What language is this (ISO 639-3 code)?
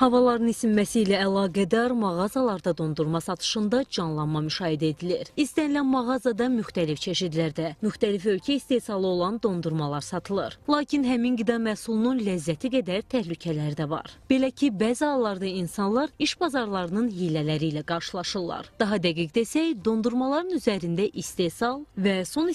aze